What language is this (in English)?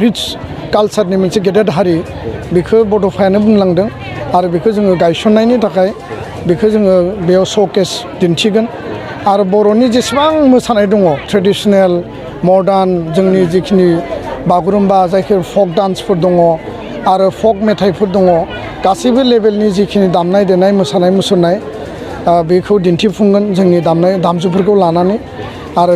Bodo